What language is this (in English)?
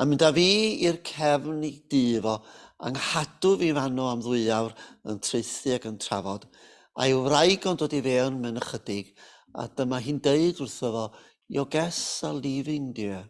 Welsh